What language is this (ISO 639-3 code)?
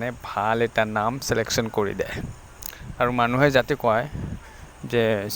asm